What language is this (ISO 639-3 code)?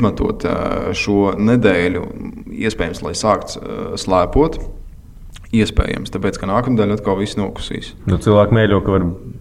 lav